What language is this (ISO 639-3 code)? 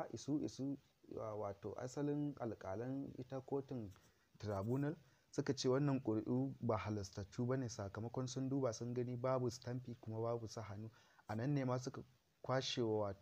hau